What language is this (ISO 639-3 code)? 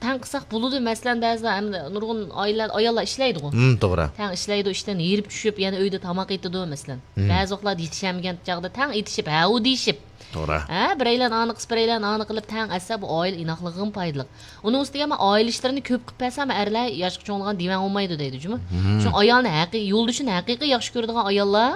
uig